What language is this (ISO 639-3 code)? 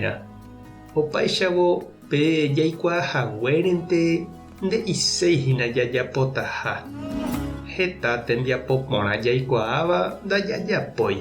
grn